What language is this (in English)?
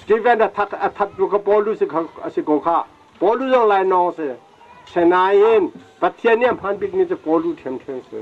Hakha Chin